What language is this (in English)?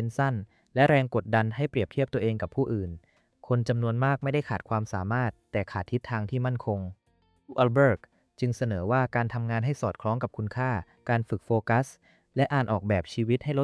Thai